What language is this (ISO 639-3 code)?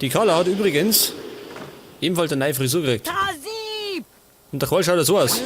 bar